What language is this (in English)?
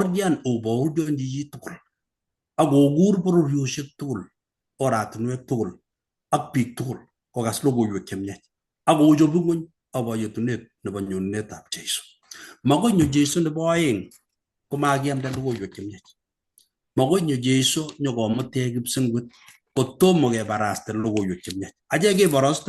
Kalenjin